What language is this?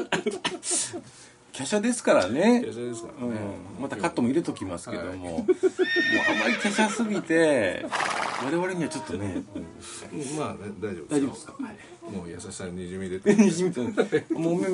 Japanese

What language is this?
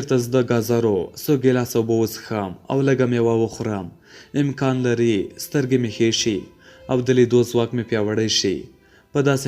Pashto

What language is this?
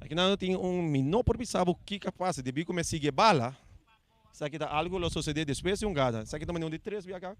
Papiamento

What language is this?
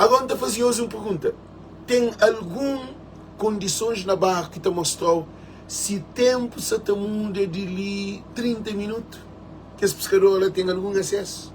Kabuverdianu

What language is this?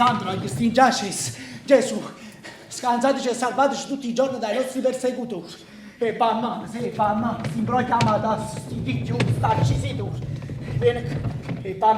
Neapolitan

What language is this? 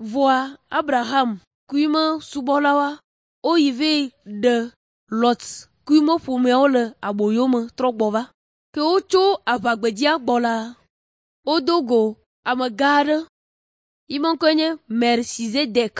Ewe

